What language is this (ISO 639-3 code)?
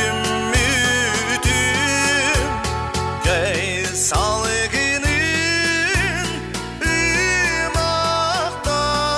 sah